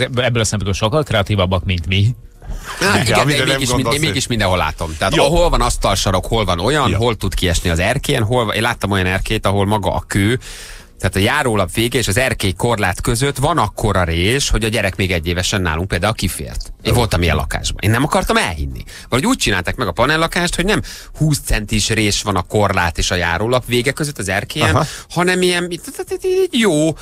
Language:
Hungarian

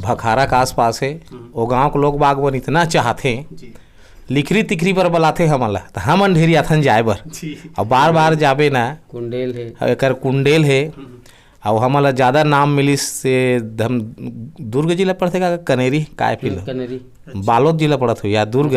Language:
Chhattisgarhi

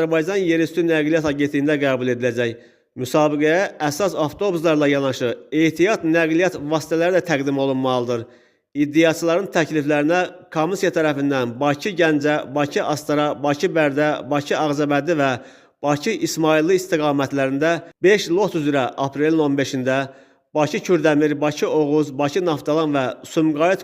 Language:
Azerbaijani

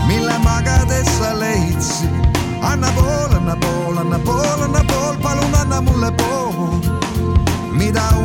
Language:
Estonian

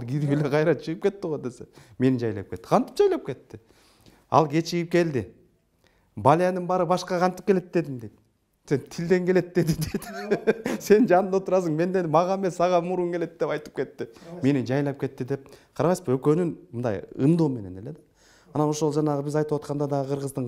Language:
Kyrgyz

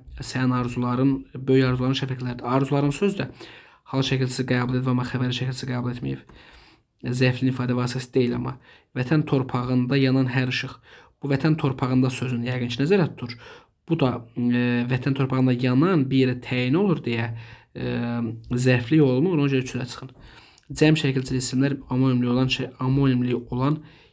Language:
Azerbaijani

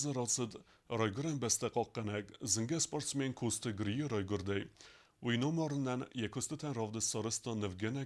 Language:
Ossetic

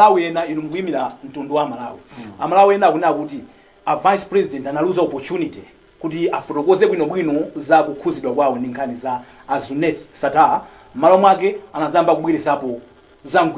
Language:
Nyanja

